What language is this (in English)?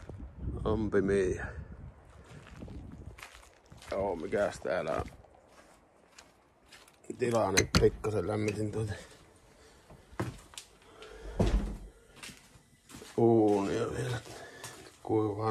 Finnish